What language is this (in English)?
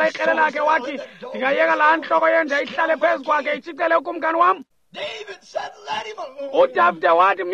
Xhosa